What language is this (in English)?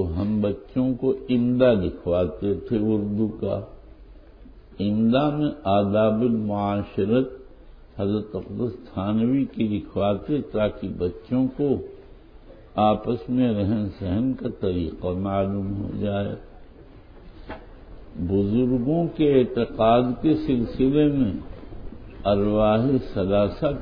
Urdu